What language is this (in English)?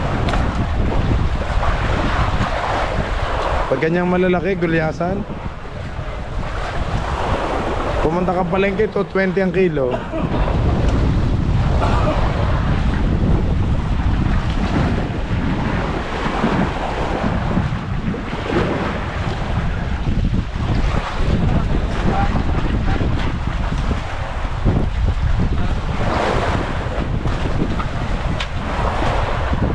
Filipino